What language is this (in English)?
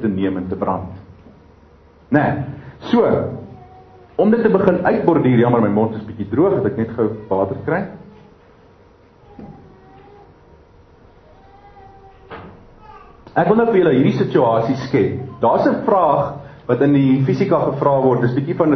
Afrikaans